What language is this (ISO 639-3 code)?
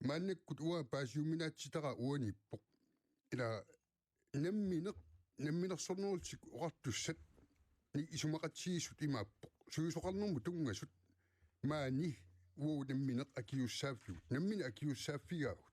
kal